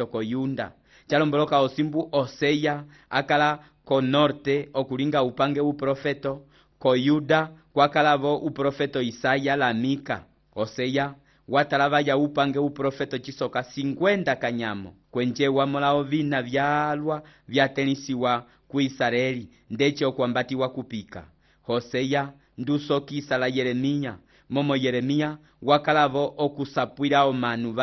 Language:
Umbundu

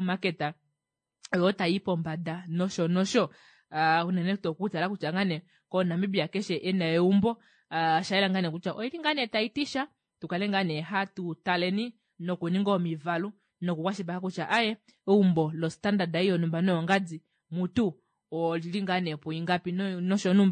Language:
Kuanyama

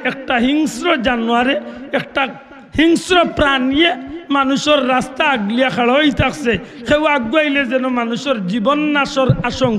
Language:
Sylheti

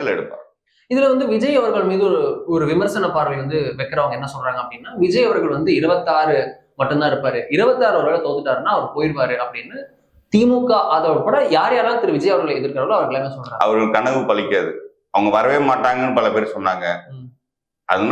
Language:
Tamil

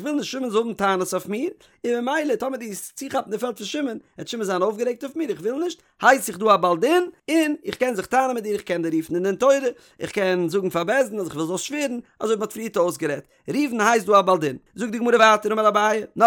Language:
Yiddish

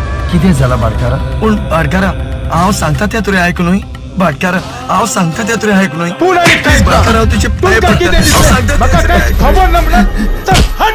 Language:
Konkani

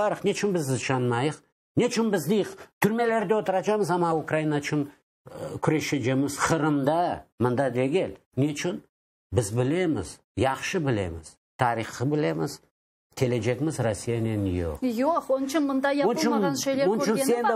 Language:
Crimean Tatar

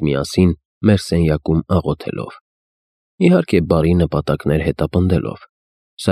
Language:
Armenian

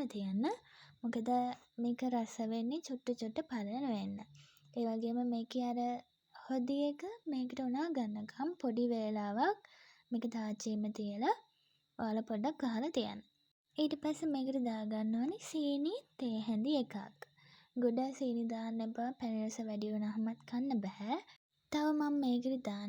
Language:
Sinhala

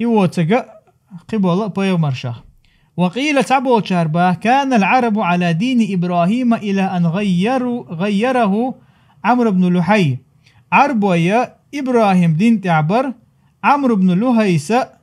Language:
Chechen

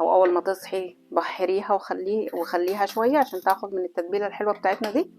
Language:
Egyptian Arabic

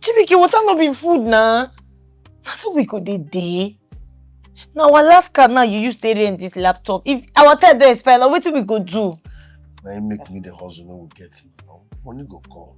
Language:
Nigerian Pidgin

